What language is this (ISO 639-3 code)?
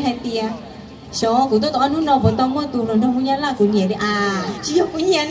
hmn